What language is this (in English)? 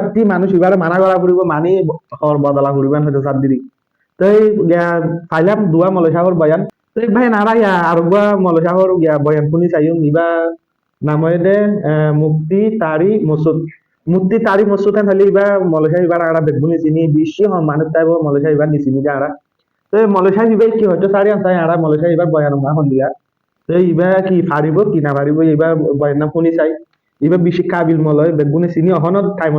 Rohingya